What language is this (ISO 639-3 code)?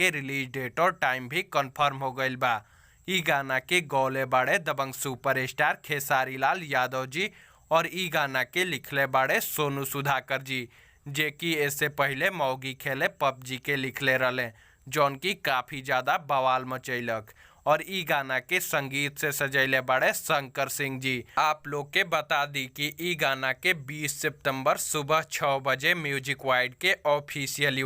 bho